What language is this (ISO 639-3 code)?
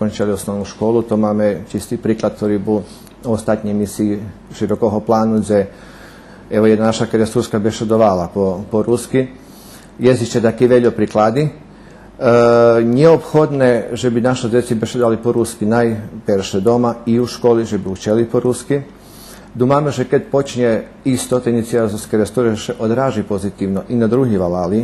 rue